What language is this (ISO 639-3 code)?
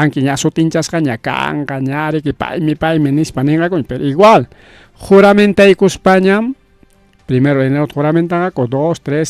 quy